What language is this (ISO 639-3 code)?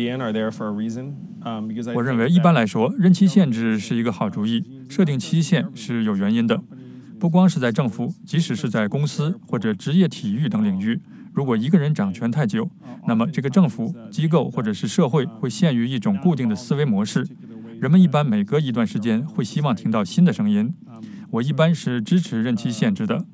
zho